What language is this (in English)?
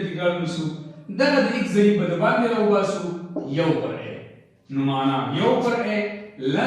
Pashto